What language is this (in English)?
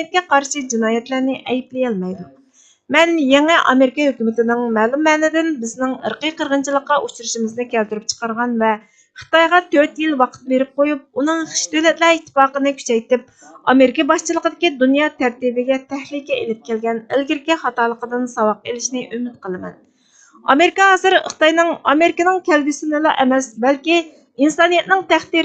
Uyghur